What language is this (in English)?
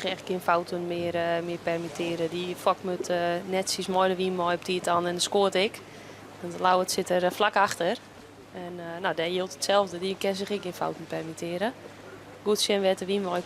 Western Frisian